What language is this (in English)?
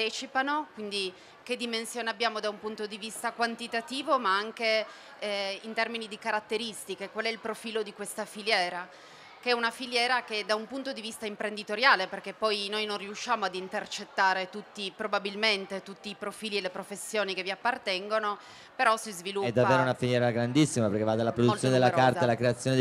Italian